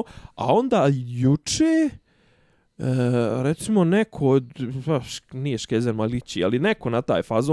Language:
Bosnian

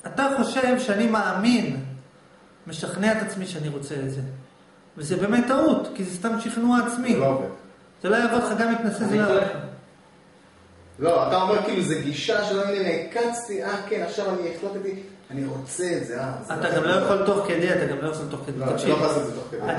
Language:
Hebrew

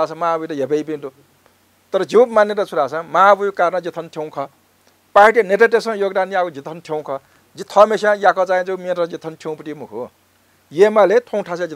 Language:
Newari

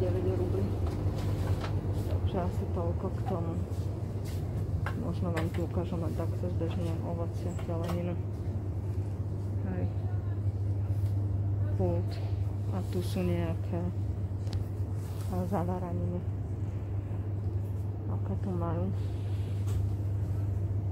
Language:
Slovak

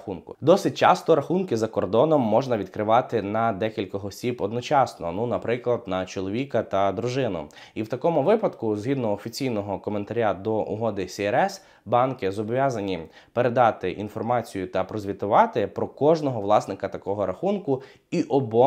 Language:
Ukrainian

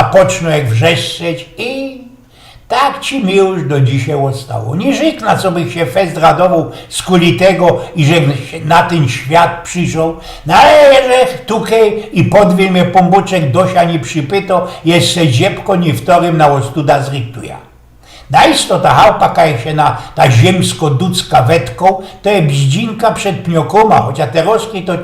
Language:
Silesian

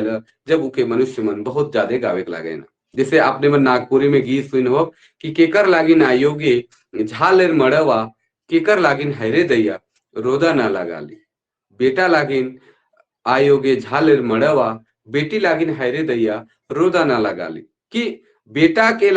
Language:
Sadri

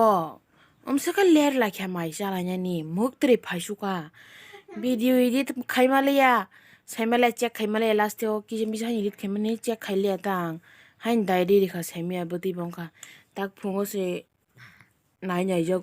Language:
Kok Borok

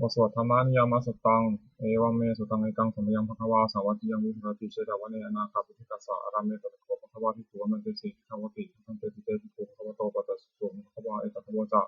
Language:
Pali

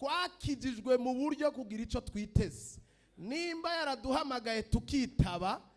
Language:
Rundi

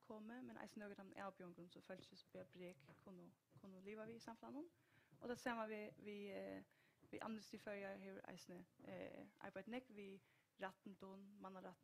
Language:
Faroese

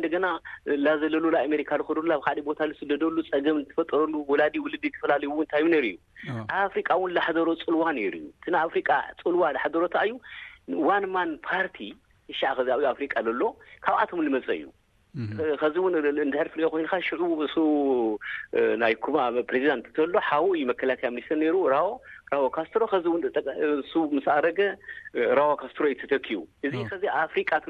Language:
Tigrinya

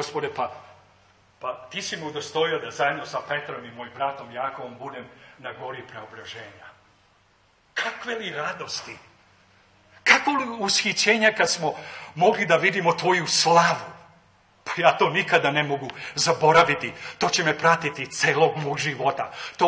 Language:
Serbian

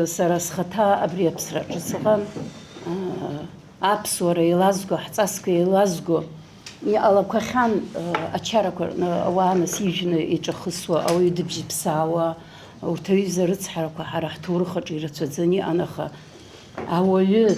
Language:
Abkhazian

